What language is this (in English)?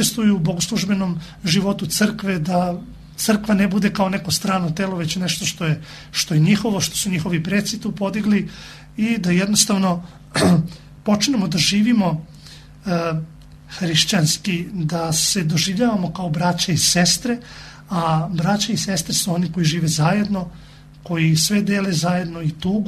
Serbian